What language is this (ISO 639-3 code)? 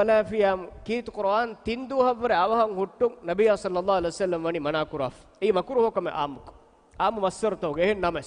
div